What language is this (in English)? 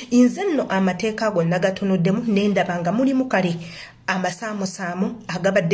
Ganda